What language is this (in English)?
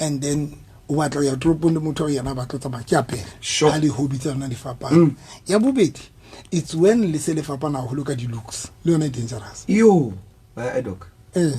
Southern Sotho